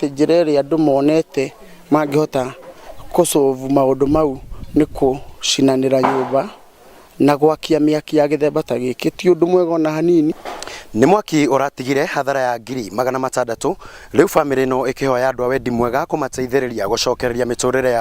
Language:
Kikuyu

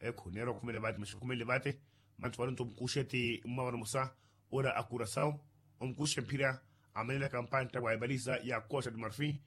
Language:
Makhuwa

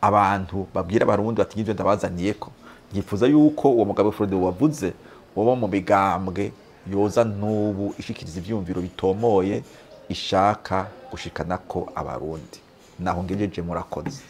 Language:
Rundi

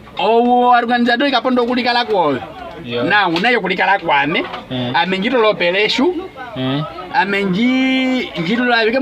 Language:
Nyaneka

